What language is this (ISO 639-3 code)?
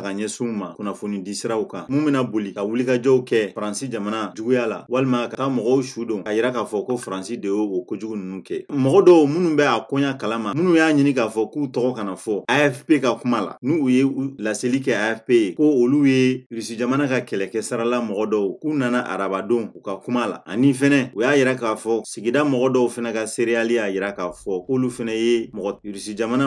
bam